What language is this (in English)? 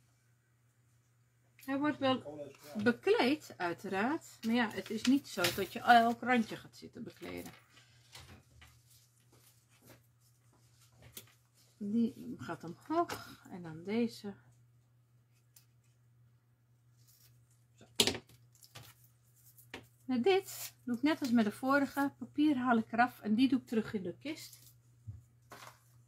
Dutch